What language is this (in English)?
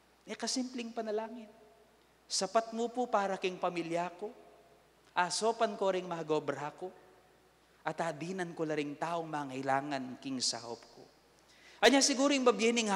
Pampanga